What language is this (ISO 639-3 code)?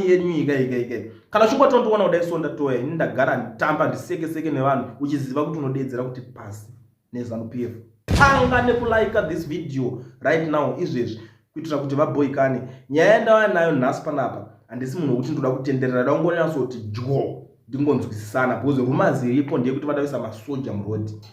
sna